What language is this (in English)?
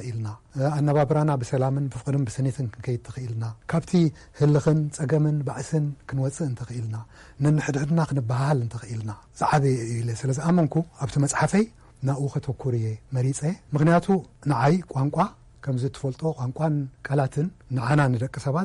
Tigrinya